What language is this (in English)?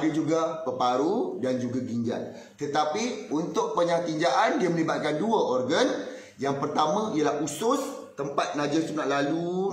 Malay